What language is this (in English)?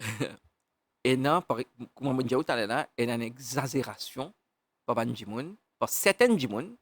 Morisyen